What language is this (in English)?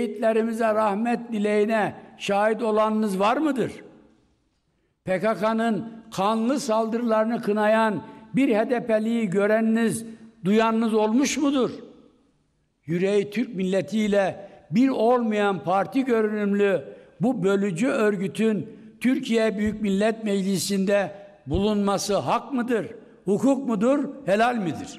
Turkish